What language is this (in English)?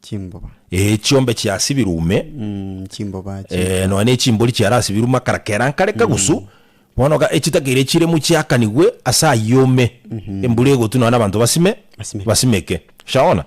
Gusii